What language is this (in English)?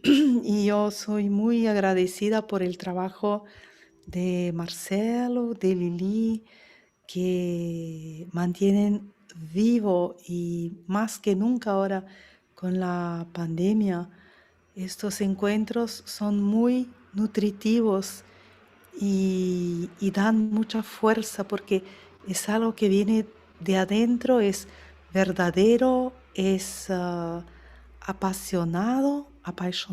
Ladino